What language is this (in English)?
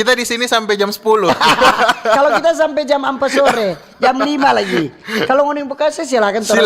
Manado Malay